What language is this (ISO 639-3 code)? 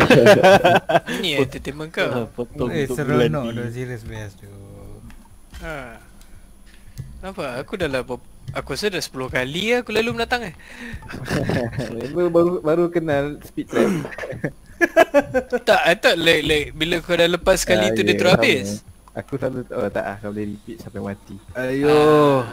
msa